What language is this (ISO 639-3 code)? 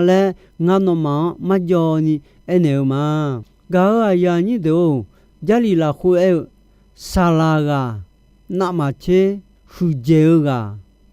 ahk